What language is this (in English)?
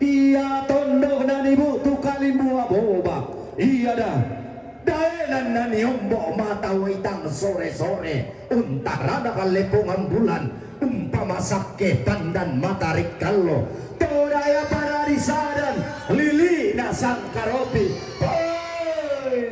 Toraja-Sa'dan